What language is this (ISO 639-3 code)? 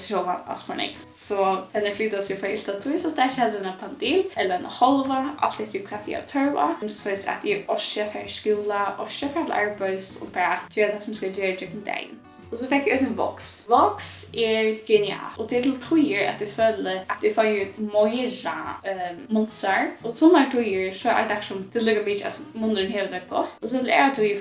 fao